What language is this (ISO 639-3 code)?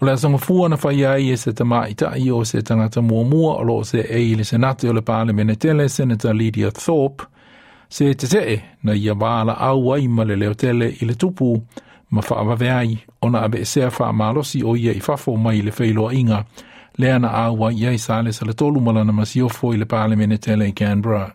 smo